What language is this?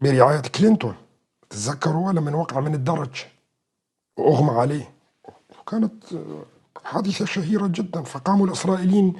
North Levantine Arabic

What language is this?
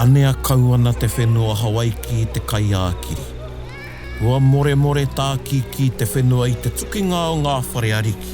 Māori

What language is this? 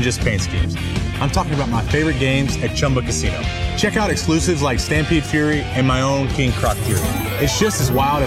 English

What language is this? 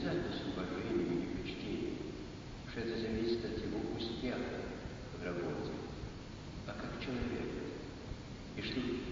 Russian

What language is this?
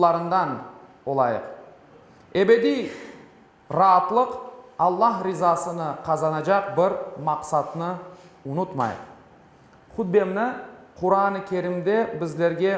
Crimean Tatar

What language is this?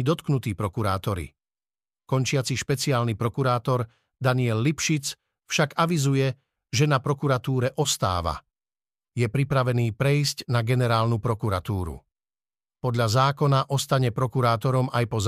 Slovak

